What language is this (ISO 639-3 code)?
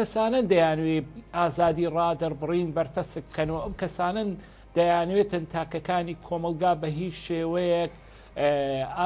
ckb